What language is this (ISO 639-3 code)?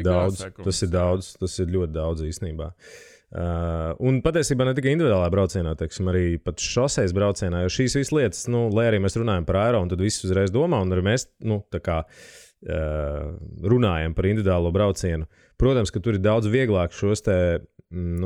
lav